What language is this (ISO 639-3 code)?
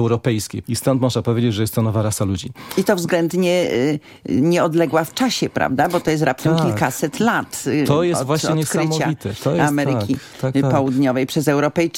pol